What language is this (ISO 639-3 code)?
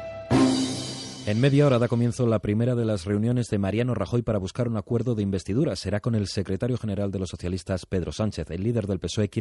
spa